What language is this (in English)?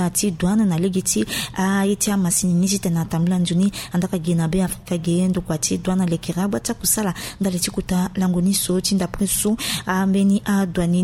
Sango